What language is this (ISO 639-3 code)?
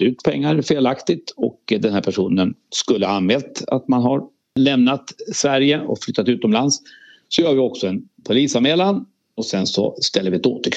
swe